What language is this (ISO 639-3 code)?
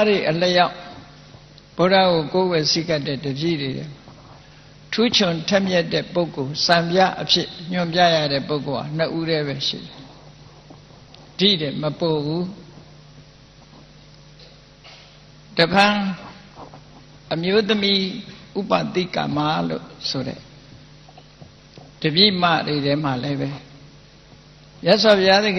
mya